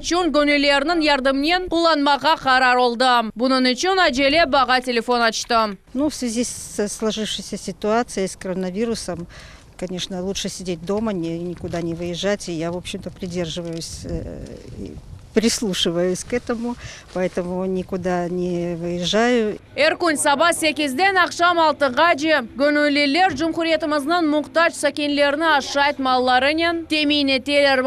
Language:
Crimean Tatar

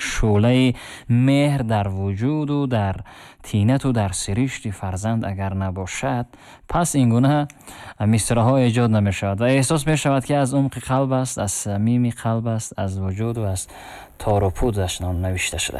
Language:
Tajik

